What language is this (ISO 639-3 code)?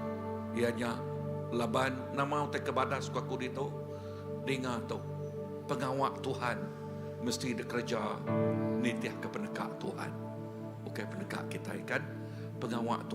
iba